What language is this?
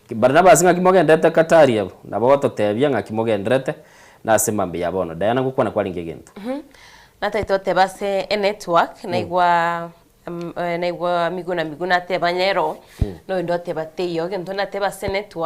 Gusii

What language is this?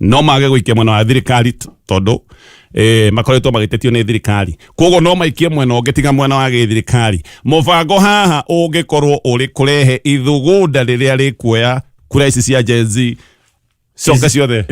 Kikuyu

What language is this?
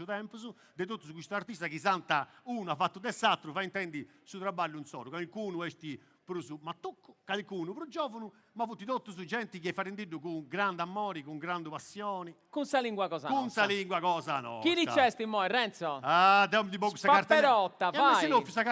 Sardinian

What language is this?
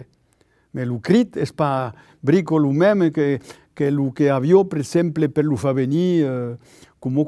Occitan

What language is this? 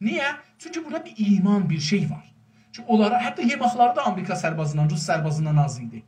South Azerbaijani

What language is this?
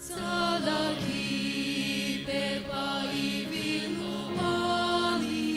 Sumi Naga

